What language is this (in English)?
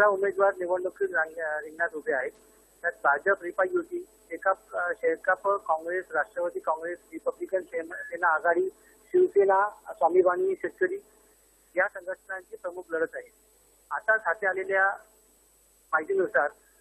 Marathi